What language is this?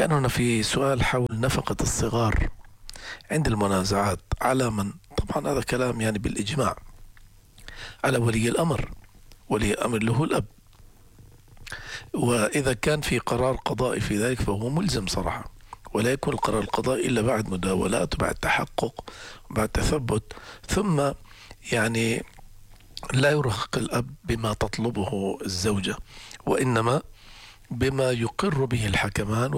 Arabic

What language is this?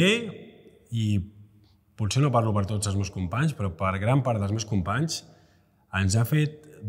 Catalan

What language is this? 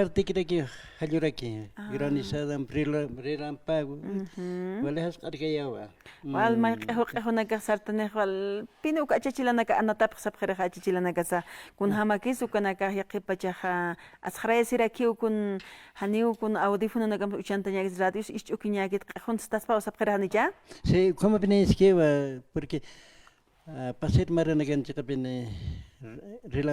Aymara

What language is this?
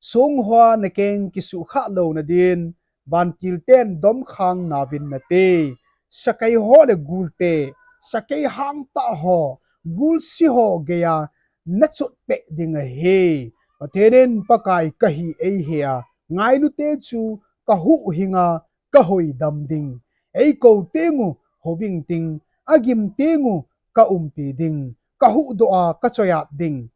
Thado Chin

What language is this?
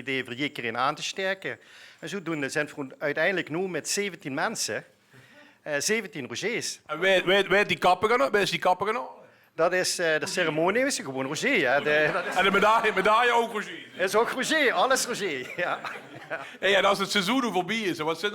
Limburgish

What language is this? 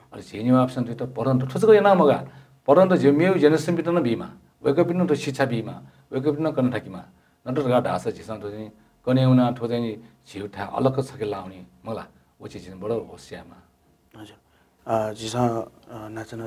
Newari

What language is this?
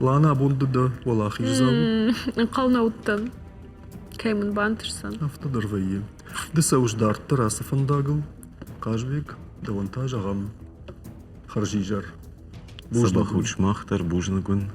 Ossetic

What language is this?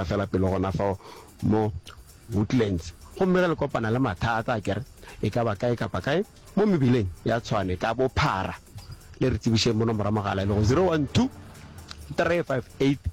Northern Sotho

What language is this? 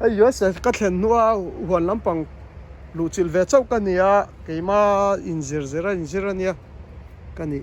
Mizo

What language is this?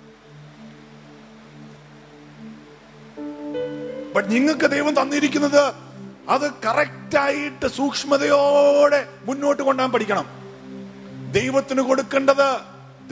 Malayalam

